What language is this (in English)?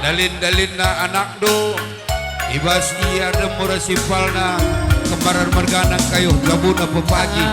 Batak Karo